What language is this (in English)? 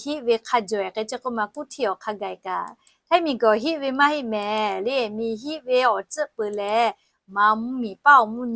Lahu